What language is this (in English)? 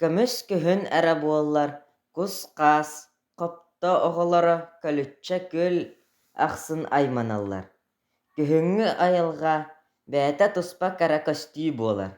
Yakut